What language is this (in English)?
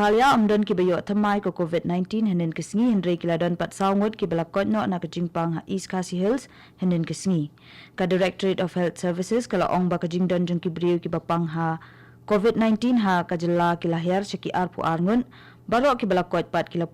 Khasi